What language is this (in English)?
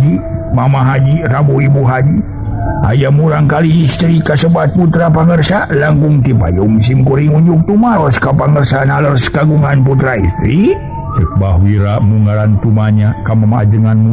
Sundanese